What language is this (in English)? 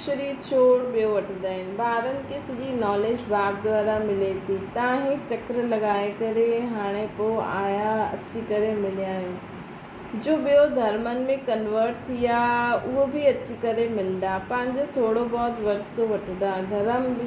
Sindhi